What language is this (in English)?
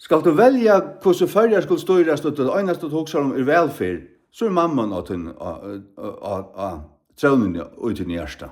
Faroese